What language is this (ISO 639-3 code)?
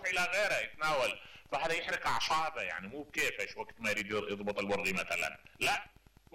acm